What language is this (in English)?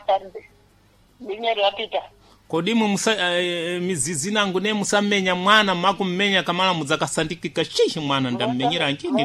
Sena